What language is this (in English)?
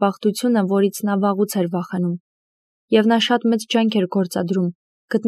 Armenian